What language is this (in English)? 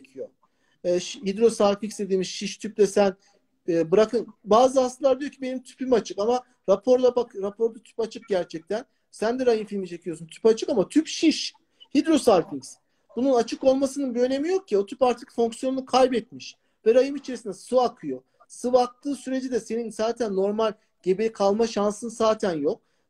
Turkish